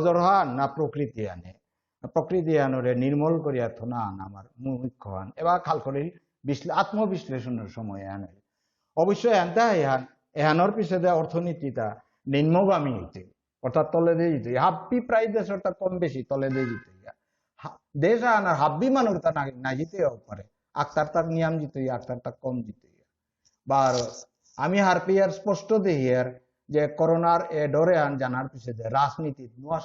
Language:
Bishnupriya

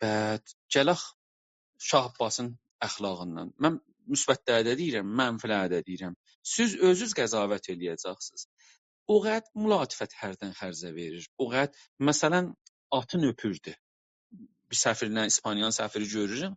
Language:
South Azerbaijani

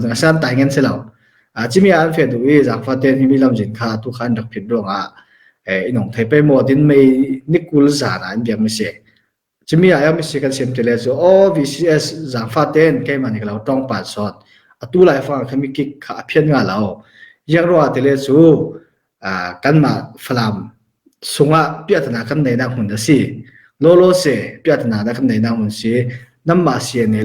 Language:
Falam Chin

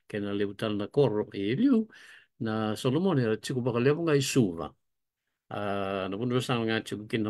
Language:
Fijian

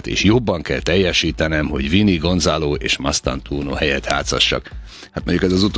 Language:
Hungarian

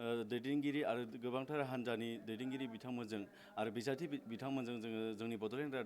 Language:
Bodo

